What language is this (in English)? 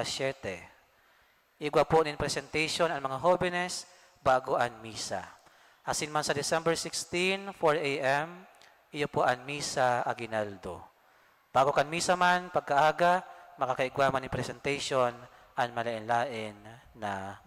Bikol